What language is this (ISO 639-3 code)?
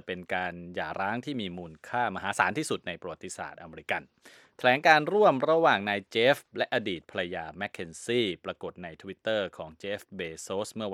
tha